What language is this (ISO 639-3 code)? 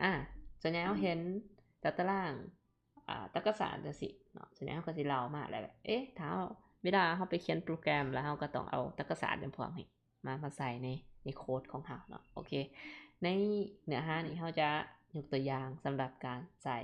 lao